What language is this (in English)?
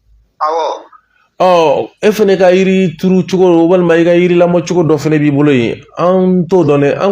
Bambara